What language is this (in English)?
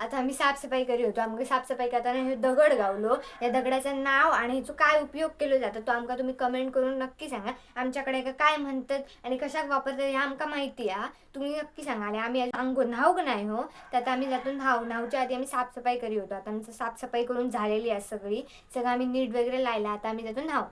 Konkani